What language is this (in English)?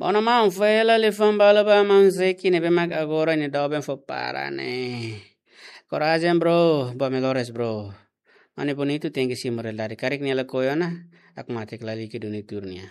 Tetum